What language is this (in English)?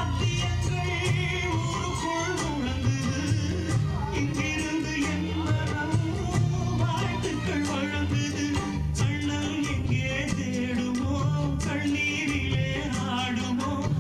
Tamil